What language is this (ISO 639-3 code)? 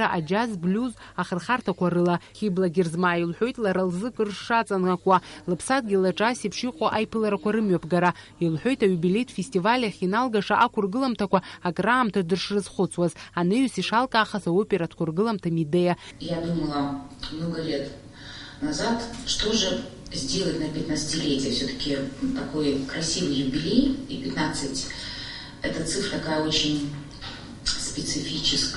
abk